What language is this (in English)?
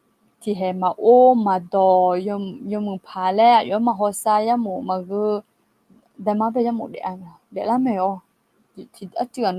Akha